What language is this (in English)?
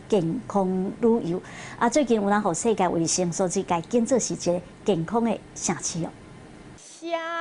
Min Nan Chinese